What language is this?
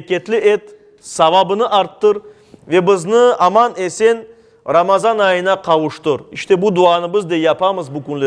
Crimean Tatar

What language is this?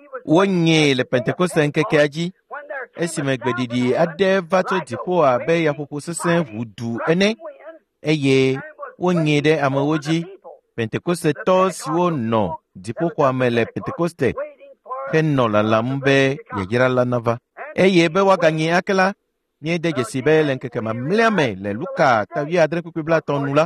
Ewe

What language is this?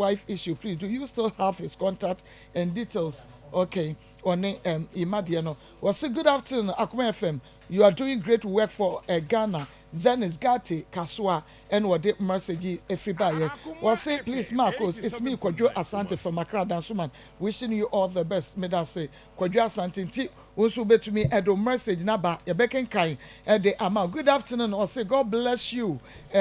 Akan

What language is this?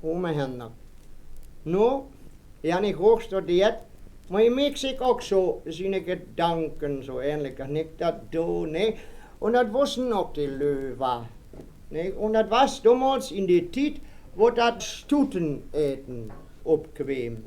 Westphalien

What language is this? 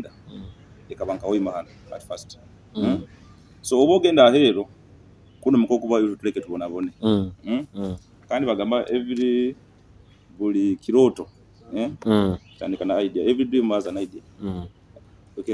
Nyoro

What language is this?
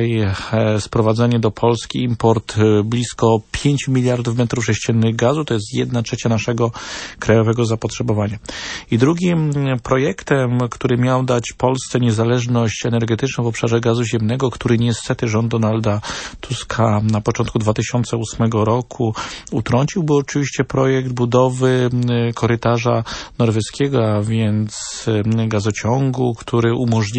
Polish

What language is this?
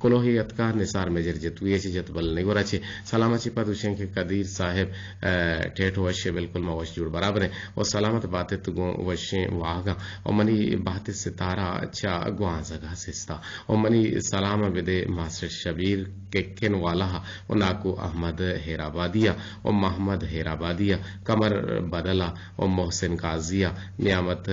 Eastern Balochi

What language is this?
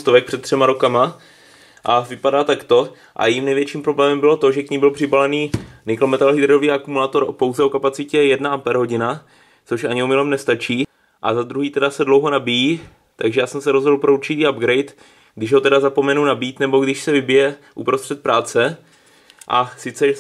Czech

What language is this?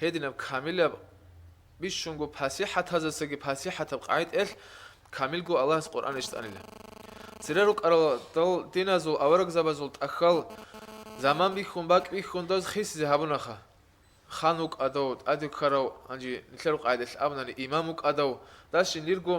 Avaric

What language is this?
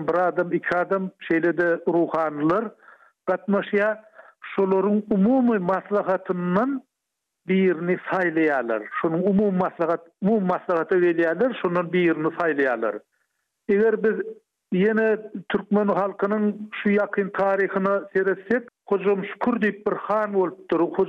Turkmen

